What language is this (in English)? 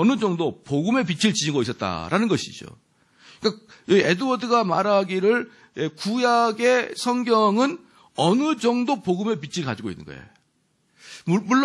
Korean